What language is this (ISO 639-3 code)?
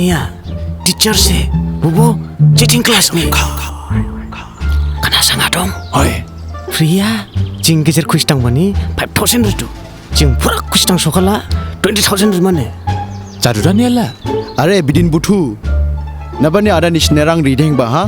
dis